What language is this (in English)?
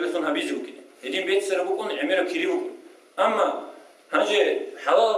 Avaric